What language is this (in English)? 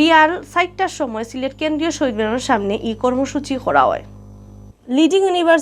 Sylheti